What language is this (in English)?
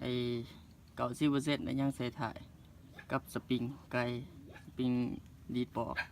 Lao